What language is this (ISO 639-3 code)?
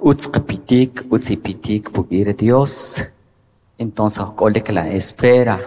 quc